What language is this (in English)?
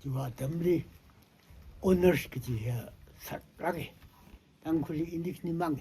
Tangkhul Naga (India)